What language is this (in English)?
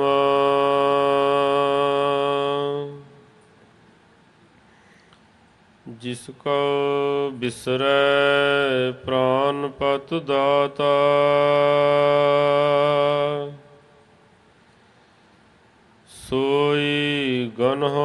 Punjabi